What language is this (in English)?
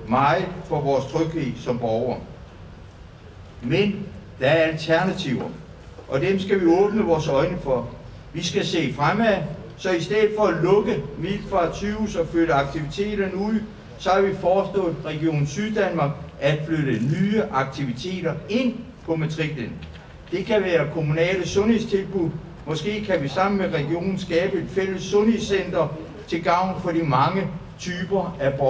Danish